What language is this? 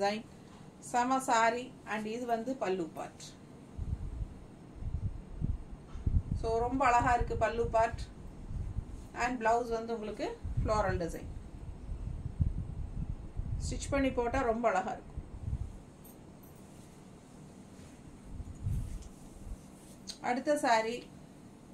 Tamil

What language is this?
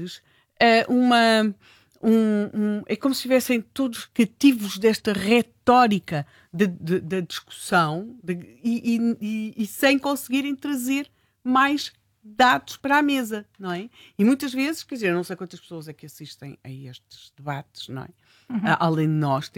Portuguese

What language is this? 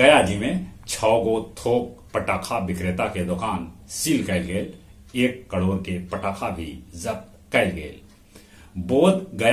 Magahi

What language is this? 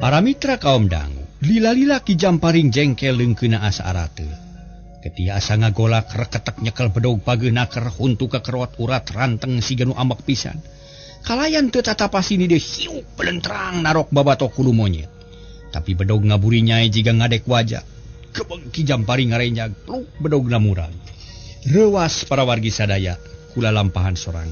Sundanese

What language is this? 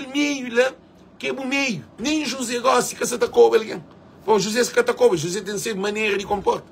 Kabuverdianu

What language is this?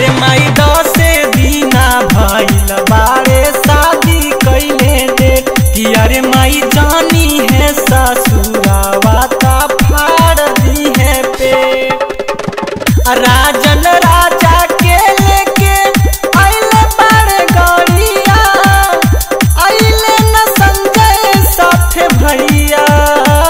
Bhojpuri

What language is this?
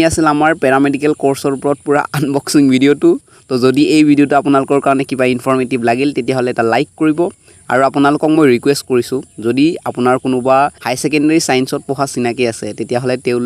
Assamese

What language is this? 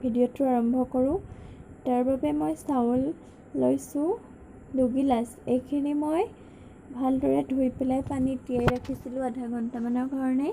Assamese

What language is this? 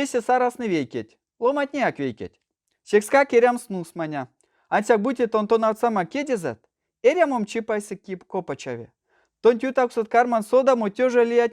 Erzya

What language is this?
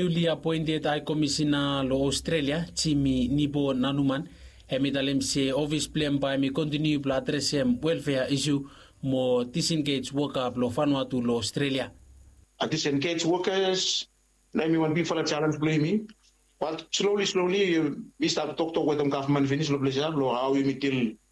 Bislama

